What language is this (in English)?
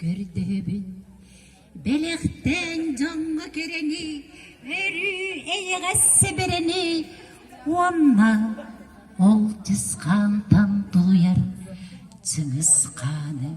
Yakut